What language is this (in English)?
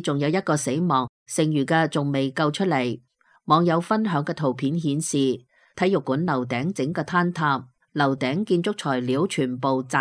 Cantonese